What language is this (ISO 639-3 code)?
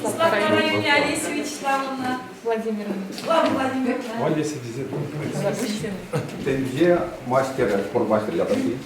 chv